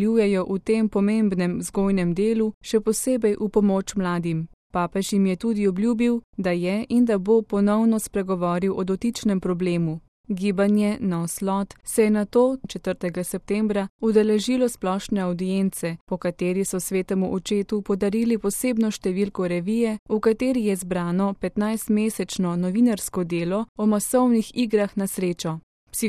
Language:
Slovenian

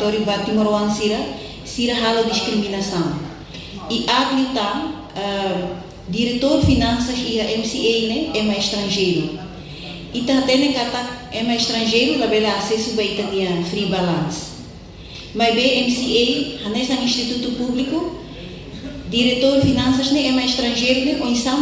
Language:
Tetum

